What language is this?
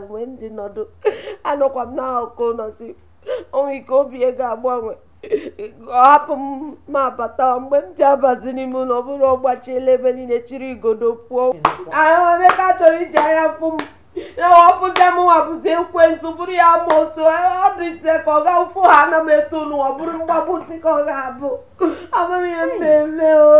Igbo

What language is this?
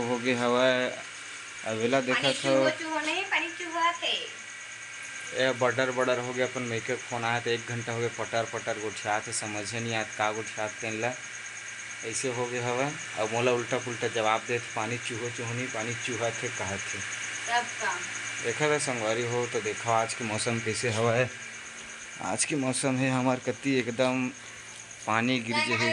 Chhattisgarhi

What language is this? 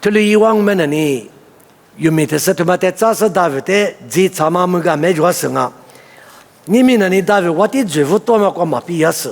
Lisu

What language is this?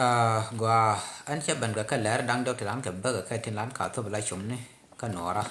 Nuer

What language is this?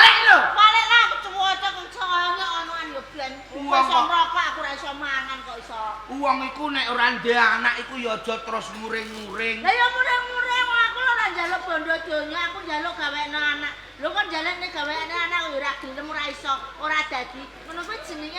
Javanese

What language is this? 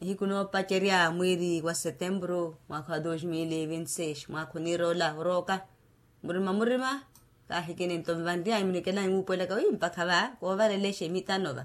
Makhuwa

